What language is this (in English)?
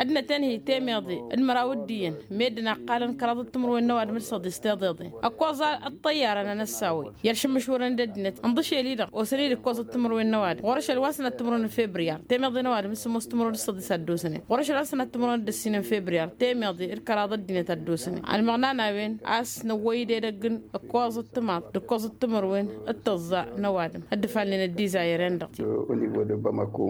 Tamasheq